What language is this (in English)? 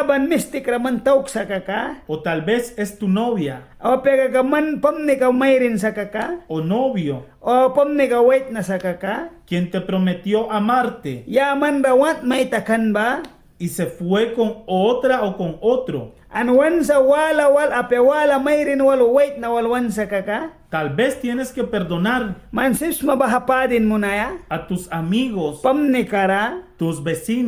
Mískito